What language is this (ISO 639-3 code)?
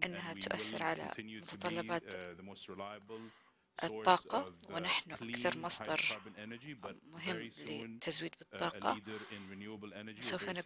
ara